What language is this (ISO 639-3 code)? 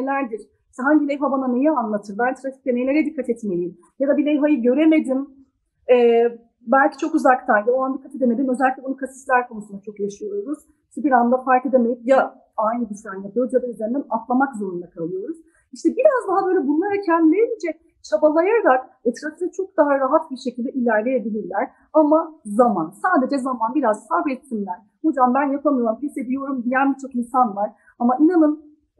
tur